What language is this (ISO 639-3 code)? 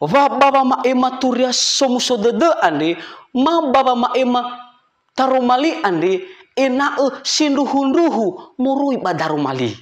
nia